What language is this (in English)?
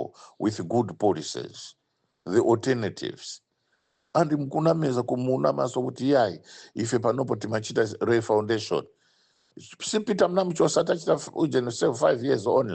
Nyanja